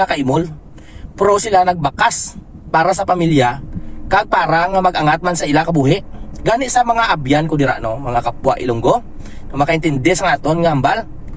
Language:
Hiligaynon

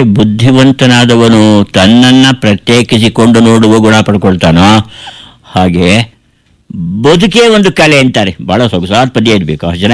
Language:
Kannada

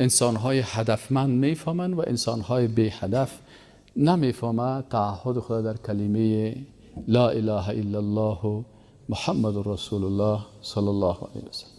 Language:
Persian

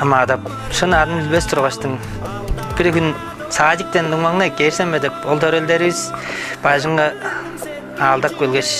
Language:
Tuvinian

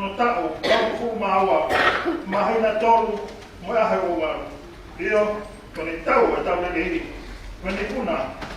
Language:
Tongan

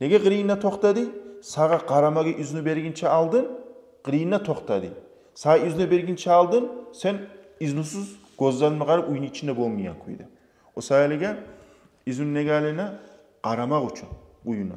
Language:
Kumyk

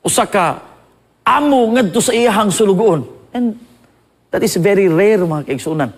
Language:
Cebuano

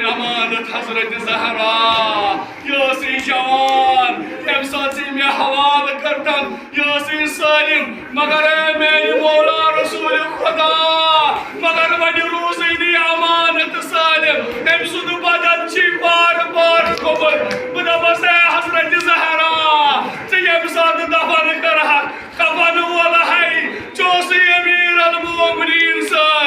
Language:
Kashmiri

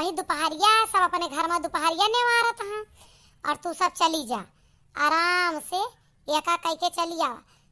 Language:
Awadhi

